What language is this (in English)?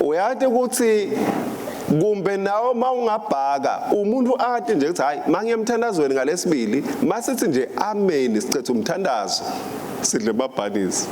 Swati